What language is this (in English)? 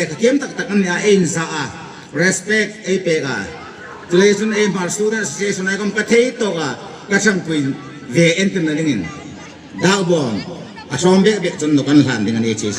Hmar